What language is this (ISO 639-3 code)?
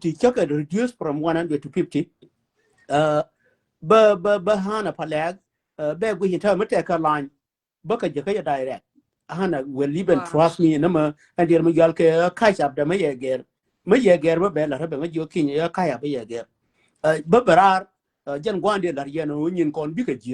nus